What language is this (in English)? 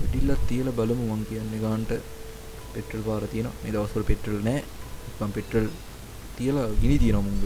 Sinhala